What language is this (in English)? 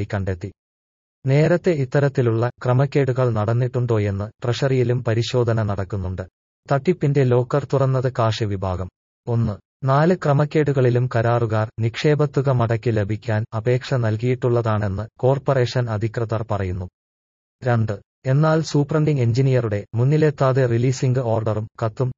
Malayalam